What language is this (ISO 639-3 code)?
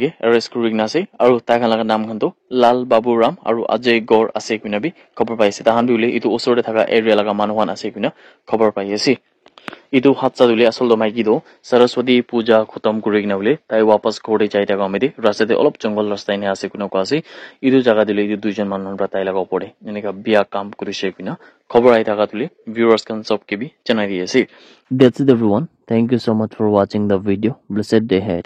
nag